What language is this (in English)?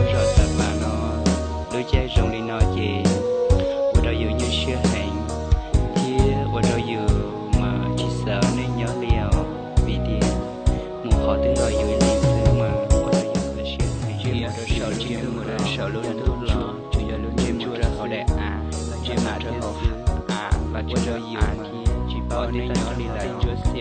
Hmong